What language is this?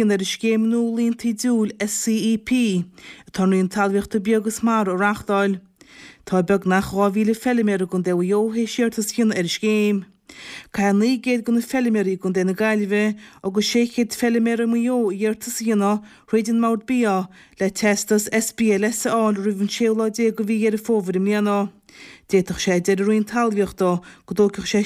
Irish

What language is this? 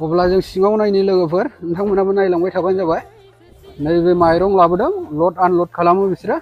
Bodo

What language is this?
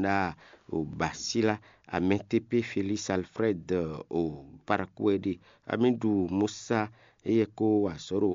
Fon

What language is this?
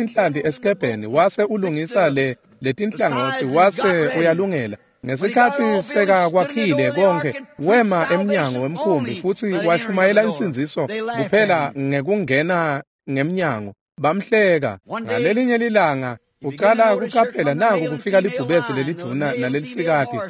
Swati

